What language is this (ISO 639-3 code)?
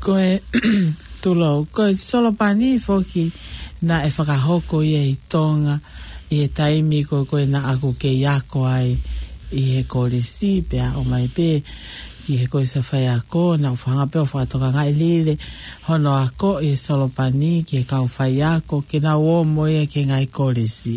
ton